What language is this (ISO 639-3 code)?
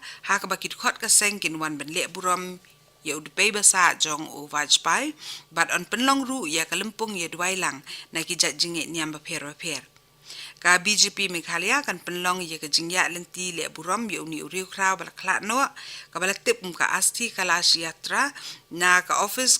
kha